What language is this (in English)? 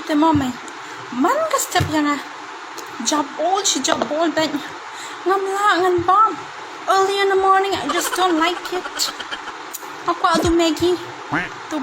Khasi